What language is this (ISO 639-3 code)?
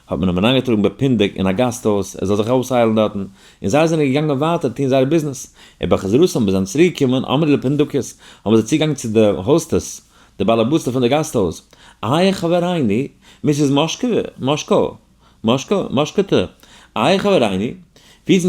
yid